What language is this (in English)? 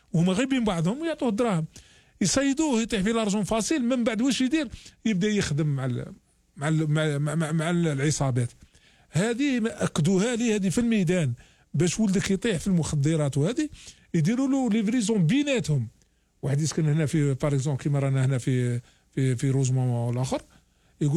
Algerian Arabic